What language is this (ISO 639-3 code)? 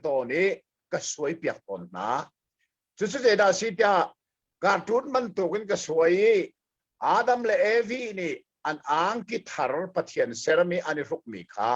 cnh